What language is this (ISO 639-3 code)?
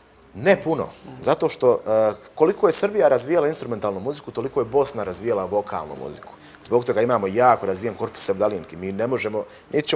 bos